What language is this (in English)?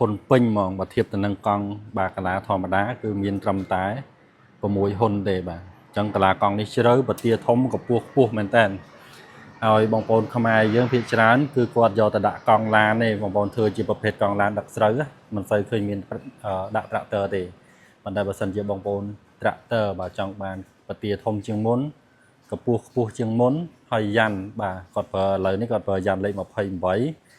Khmer